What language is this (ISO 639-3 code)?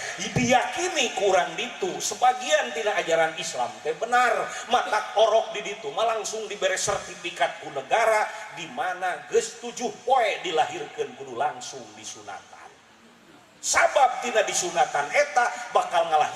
sun